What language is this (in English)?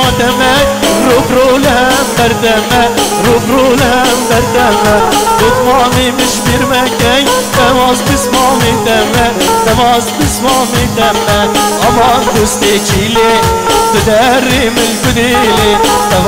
Persian